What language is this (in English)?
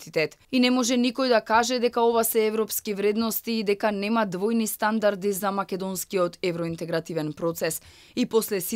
Macedonian